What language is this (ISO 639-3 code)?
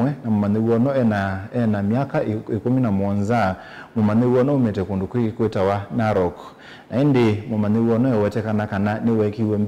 kam